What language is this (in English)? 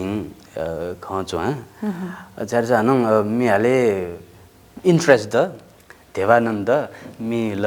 Newari